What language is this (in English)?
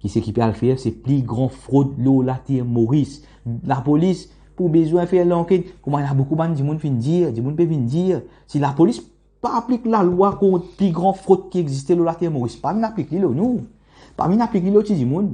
Morisyen